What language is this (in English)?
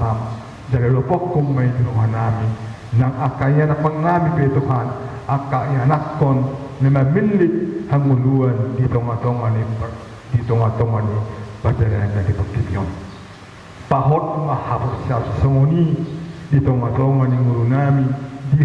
Batak Toba